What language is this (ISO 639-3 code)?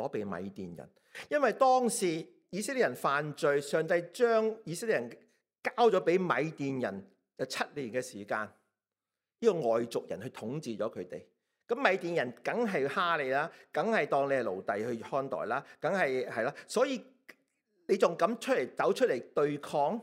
yue